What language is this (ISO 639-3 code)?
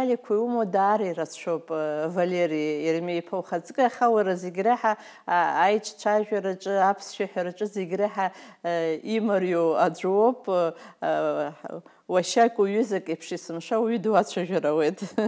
abk